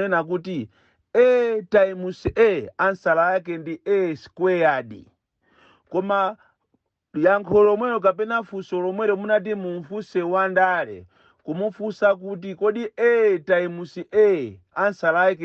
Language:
Nyanja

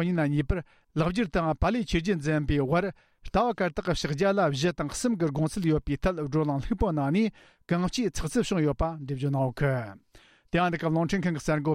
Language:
Tibetan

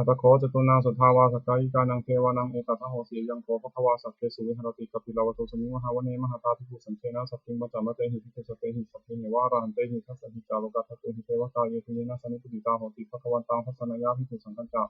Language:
Pali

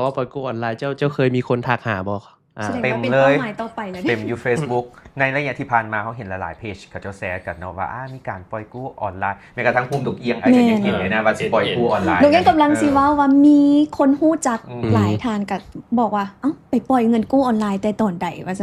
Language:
Lao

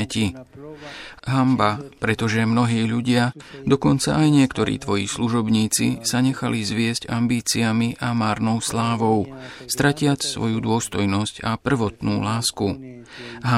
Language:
Slovak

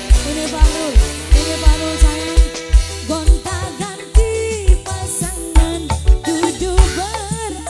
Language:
Indonesian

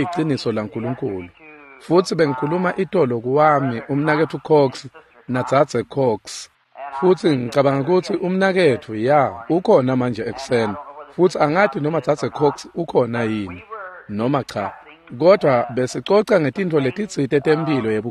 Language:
Swati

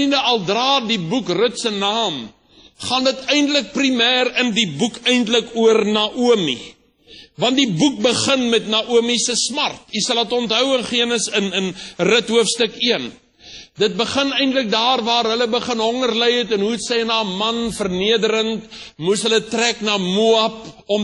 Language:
Afrikaans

